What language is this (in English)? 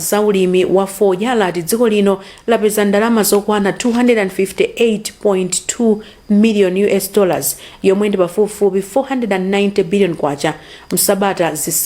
Nyanja